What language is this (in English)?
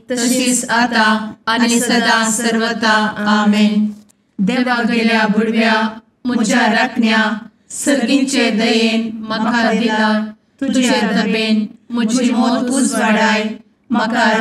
Konkani